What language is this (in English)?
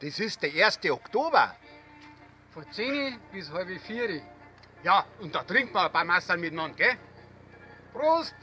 Bavarian